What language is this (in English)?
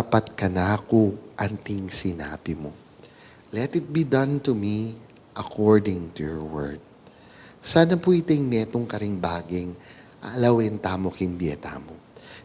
Pampanga